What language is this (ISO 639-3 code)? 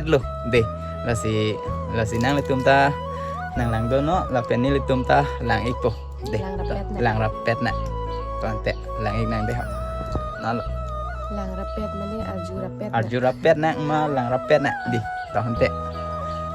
mjw